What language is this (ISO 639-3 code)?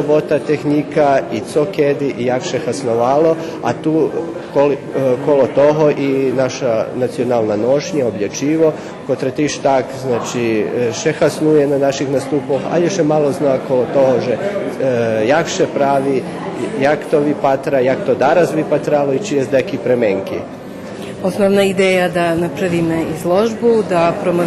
rue